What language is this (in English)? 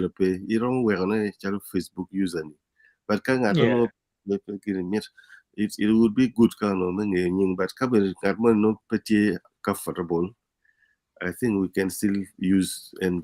Acoli